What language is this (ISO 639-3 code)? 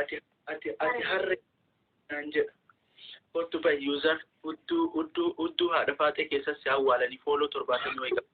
orm